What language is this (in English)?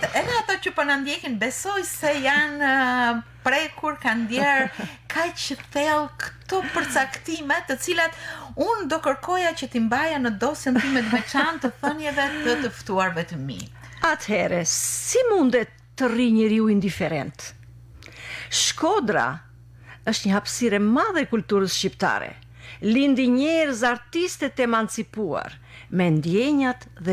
Albanian